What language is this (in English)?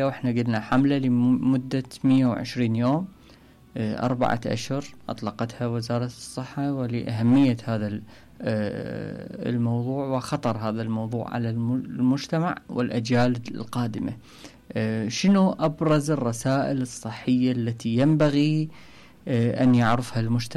Mesopotamian Arabic